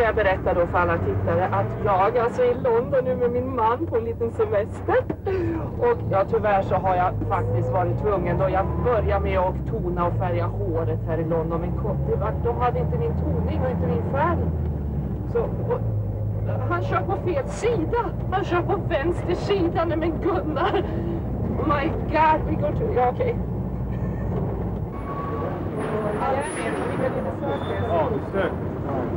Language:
Swedish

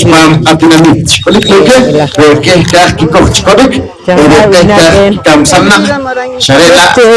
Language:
Poqomchi'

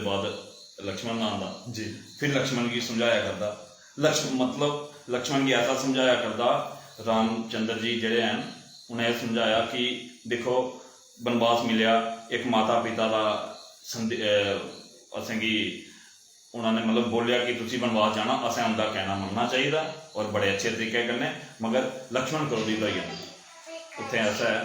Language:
Dogri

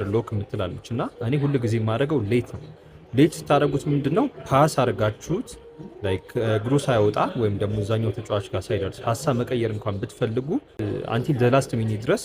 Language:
Amharic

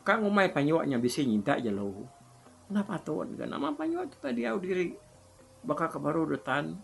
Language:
Iban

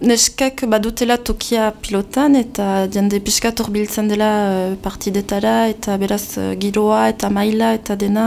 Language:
Basque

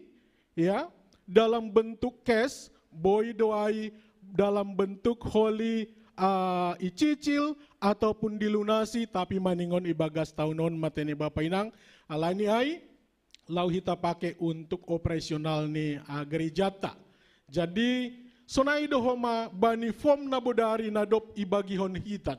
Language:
Batak Simalungun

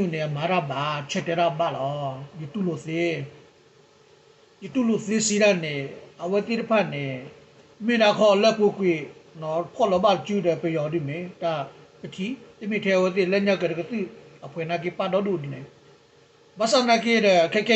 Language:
S'gaw Karen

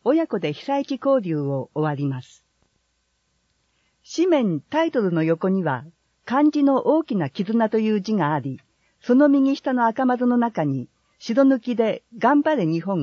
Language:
Japanese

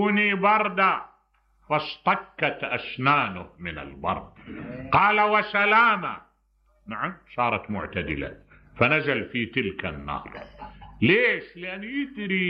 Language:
Mesopotamian Arabic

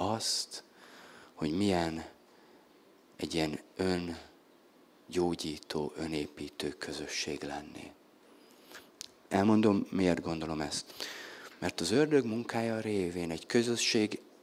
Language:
Hungarian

